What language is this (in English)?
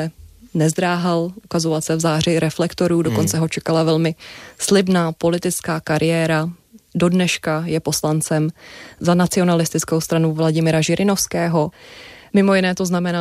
Czech